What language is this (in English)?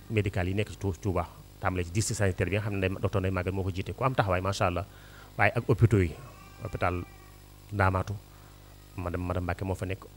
Wolof